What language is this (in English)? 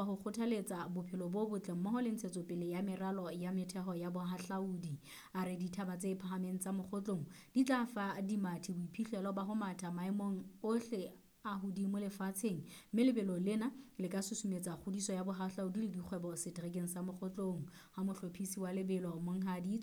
Southern Sotho